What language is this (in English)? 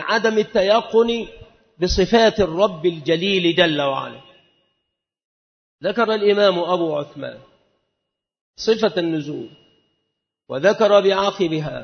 Arabic